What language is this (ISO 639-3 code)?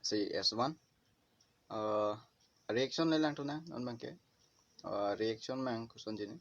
mjw